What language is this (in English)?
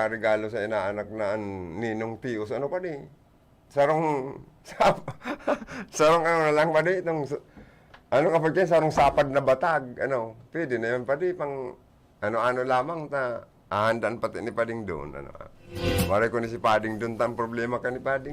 Bikol